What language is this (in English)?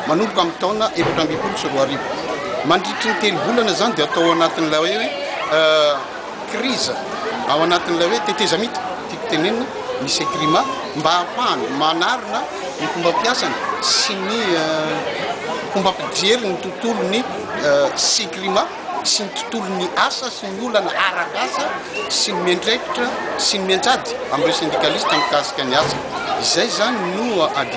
Malagasy